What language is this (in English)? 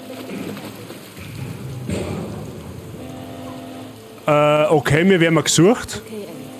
Bavarian